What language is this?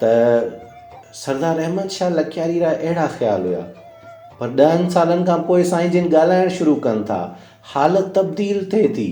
Sindhi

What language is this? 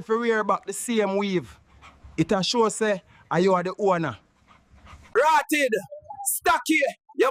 Jamaican Creole English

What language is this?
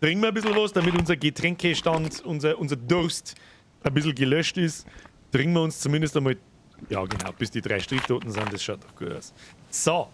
Bavarian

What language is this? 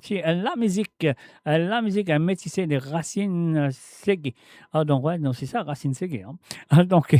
Morisyen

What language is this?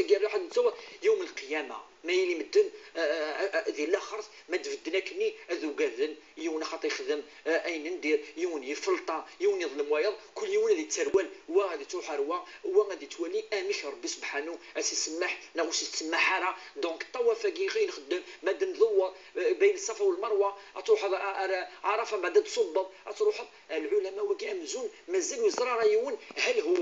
Kabyle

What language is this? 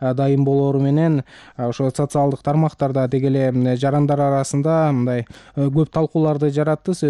Kyrgyz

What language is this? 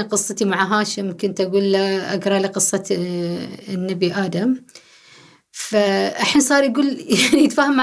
Gulf Arabic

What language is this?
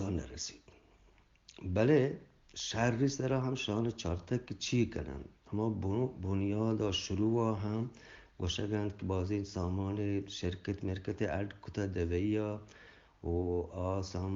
Eastern Balochi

